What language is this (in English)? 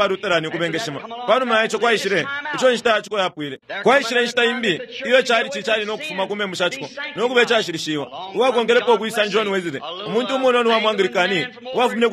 Bemba